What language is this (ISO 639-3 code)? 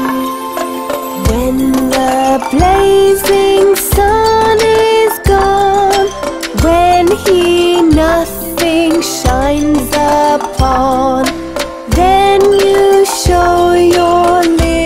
eng